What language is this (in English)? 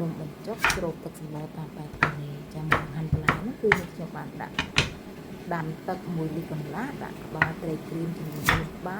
Khmer